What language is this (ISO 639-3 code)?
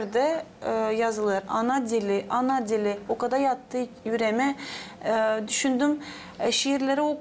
gag